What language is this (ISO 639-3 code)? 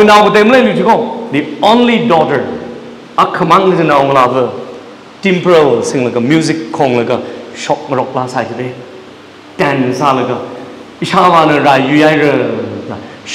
nmf